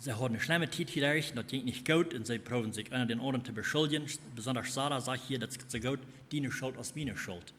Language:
Plautdietsch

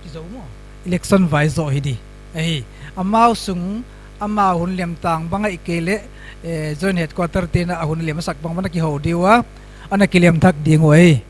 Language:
Paite Chin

